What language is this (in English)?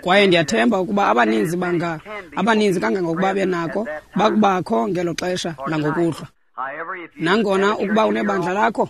Xhosa